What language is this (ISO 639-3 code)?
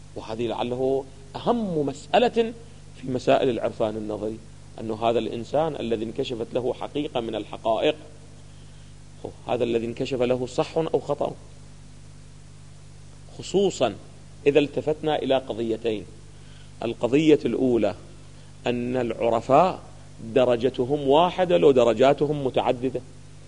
ara